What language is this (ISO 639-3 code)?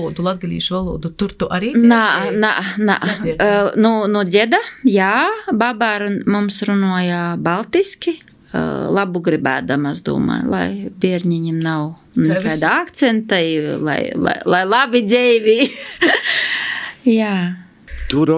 lav